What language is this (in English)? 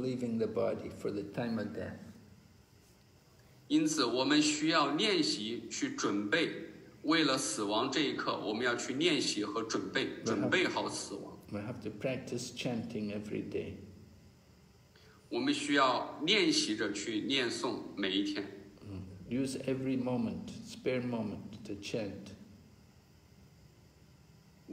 English